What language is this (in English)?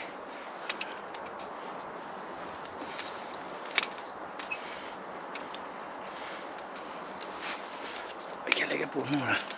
Swedish